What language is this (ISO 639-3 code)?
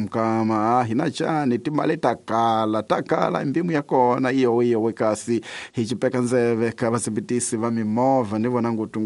tso